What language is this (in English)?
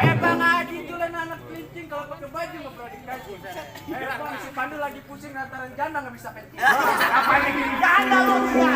Betawi